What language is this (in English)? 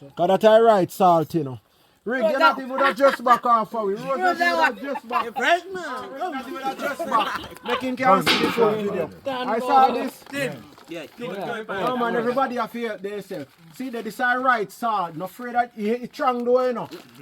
Jamaican Creole English